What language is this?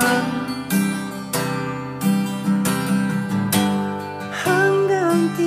Filipino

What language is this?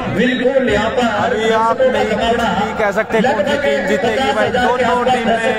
Hindi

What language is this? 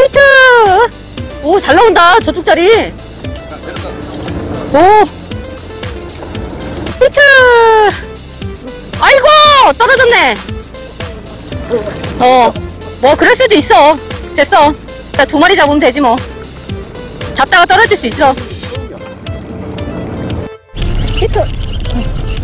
Korean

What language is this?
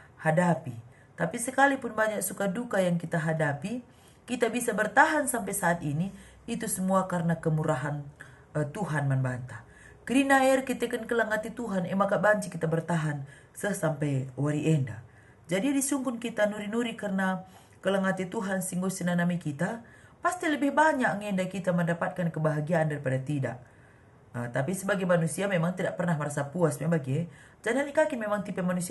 Batak Karo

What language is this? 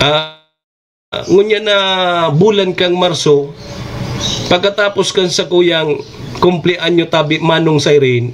Bikol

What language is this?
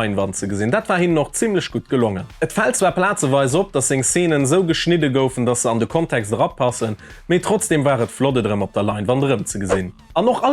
Luxembourgish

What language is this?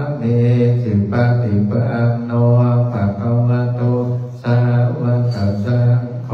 Pali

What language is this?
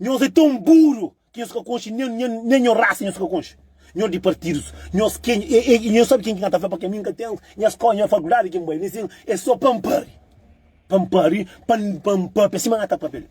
Kabuverdianu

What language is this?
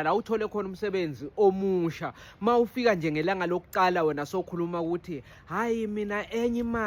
Zulu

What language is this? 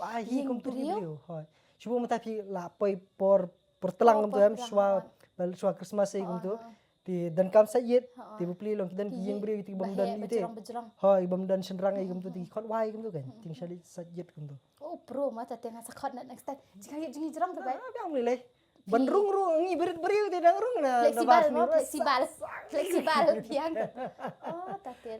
Khasi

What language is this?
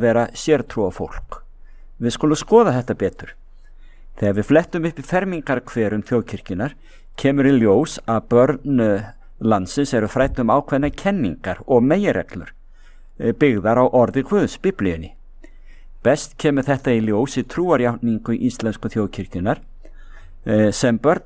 Icelandic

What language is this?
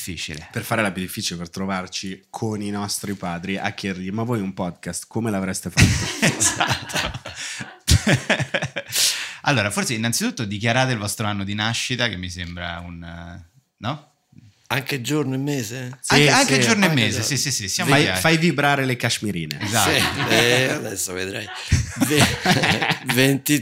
Italian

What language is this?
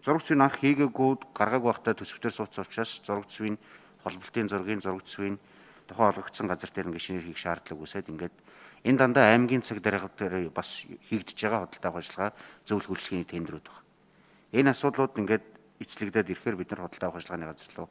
Mongolian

